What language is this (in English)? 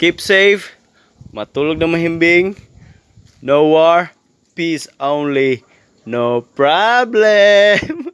Cebuano